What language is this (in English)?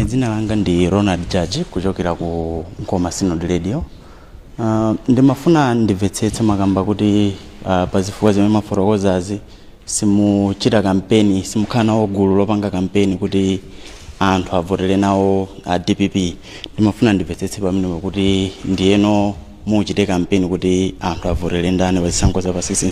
Nyanja